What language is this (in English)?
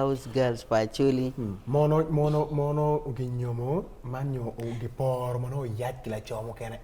Acoli